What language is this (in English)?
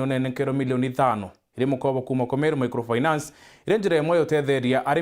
Meru